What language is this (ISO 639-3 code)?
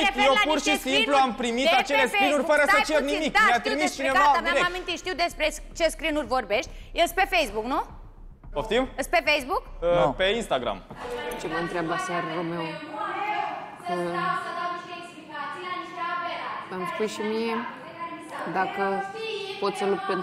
ron